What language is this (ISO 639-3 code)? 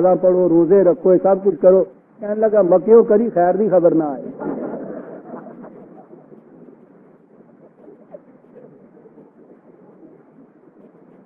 urd